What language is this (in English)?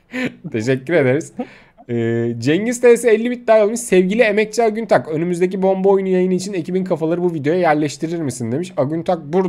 Turkish